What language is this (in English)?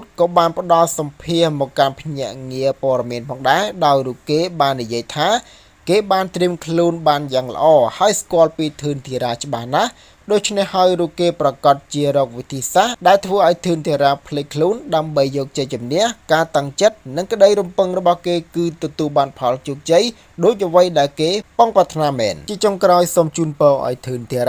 Khmer